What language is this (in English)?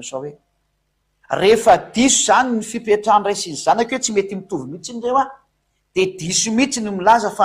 Malagasy